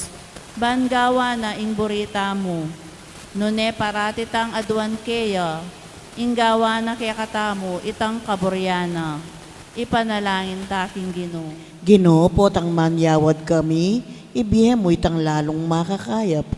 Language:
Pampanga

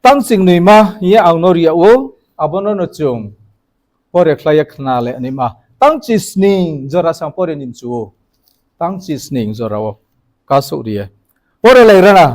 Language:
Riang (India)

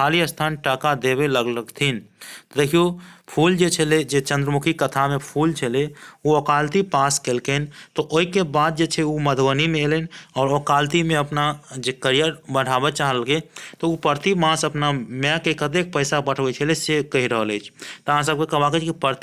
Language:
Maithili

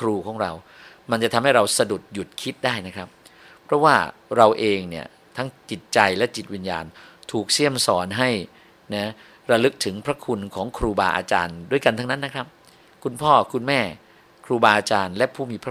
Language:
Thai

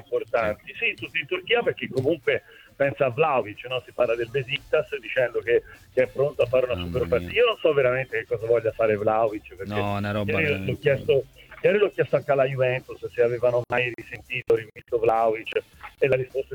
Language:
Italian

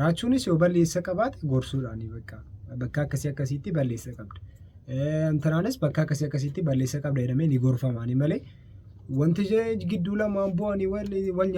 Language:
Oromo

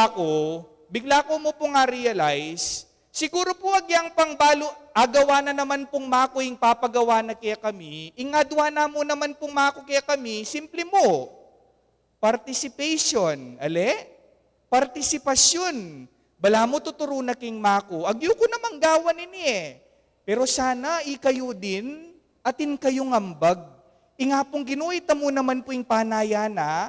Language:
Pampanga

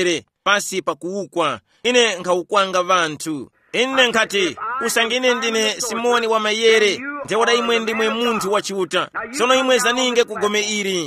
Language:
Tumbuka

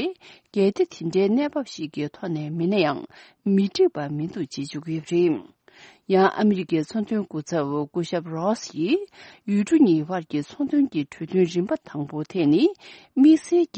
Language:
Tibetan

